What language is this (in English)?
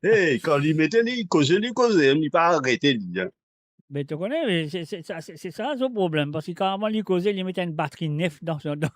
Morisyen